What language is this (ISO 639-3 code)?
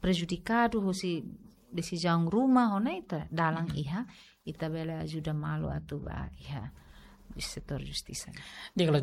tet